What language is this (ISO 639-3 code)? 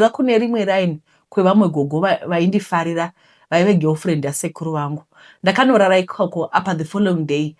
sna